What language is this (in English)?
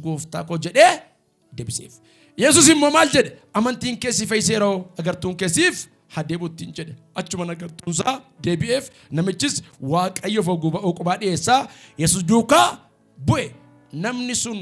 Oromo